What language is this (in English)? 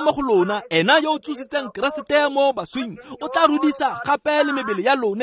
Tswana